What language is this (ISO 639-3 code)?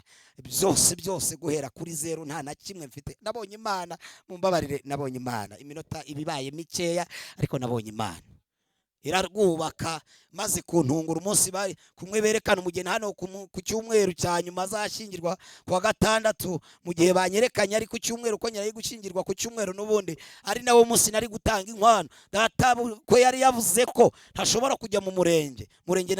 kin